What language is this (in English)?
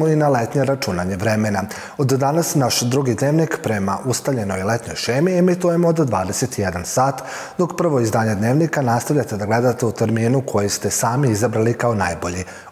Serbian